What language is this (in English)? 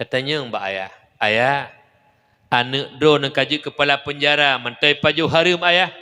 Achinese